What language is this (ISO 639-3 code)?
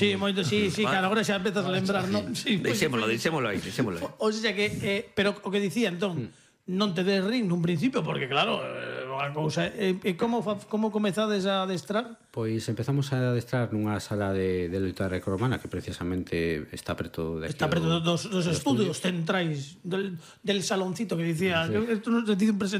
glg